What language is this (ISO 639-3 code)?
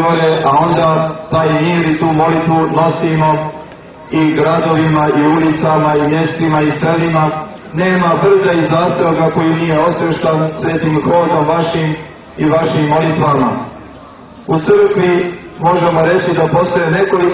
hrv